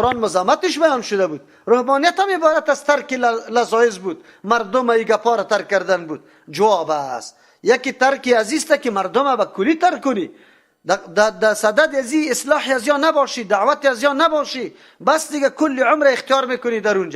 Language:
Persian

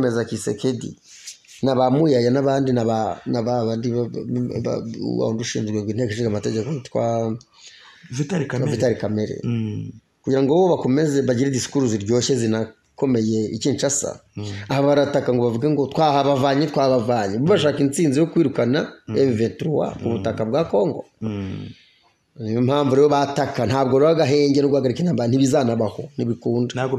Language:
Kinyarwanda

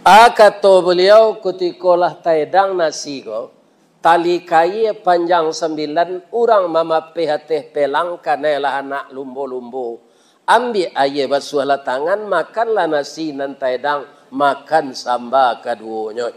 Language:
Minangkabau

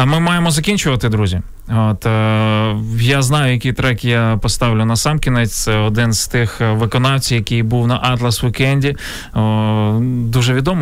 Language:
Ukrainian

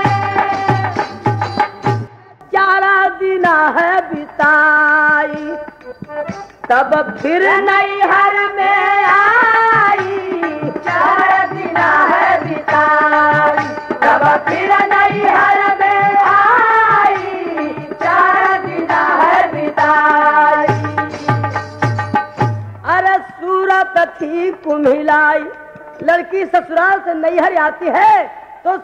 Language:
Bhojpuri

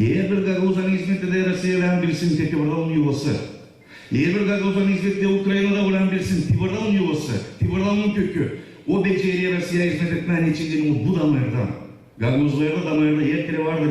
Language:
Gagauz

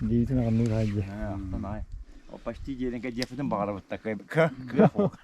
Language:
Yakut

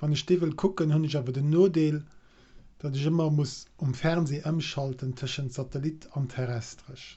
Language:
Luxembourgish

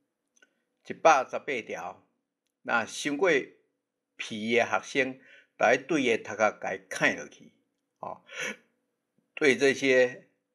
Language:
Min Nan Chinese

